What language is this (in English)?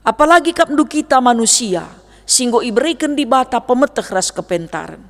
Batak Karo